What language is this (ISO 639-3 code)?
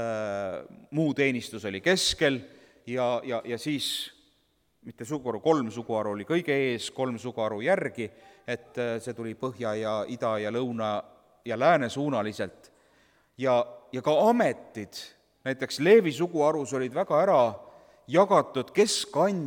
est